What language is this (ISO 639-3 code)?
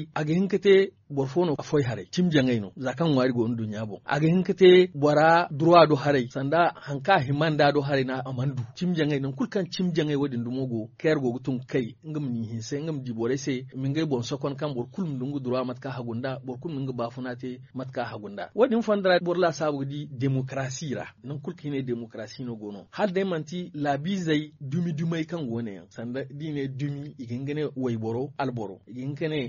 dje